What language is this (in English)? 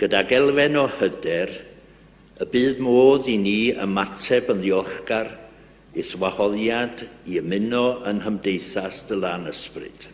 Welsh